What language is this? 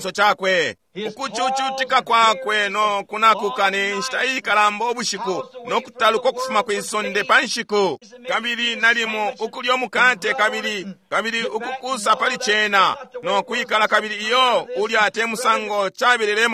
Bemba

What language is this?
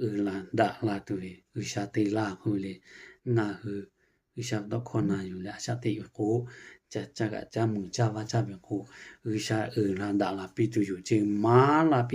Lahu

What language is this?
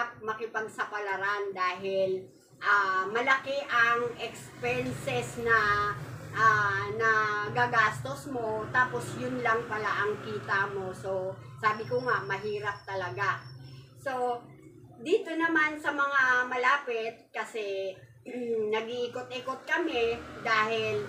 Filipino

